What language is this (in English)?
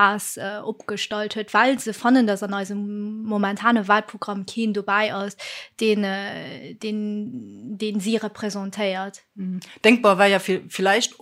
Luxembourgish